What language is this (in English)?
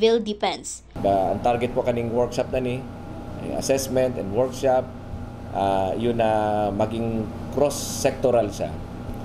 Bikol